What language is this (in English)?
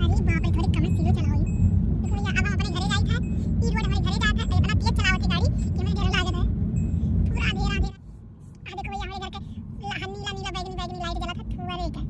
Awadhi